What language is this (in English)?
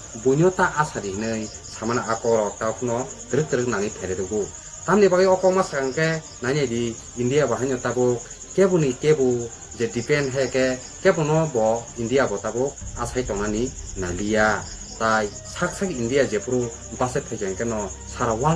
Kok Borok